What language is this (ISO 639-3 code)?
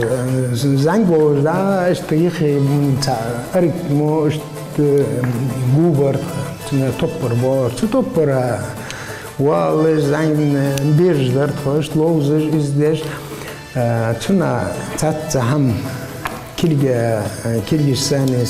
inh